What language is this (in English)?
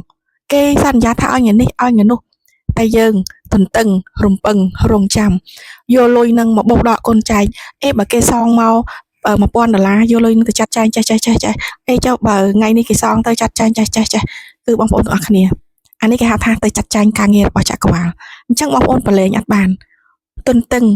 Khmer